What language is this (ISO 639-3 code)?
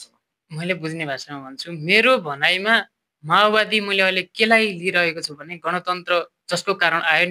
nep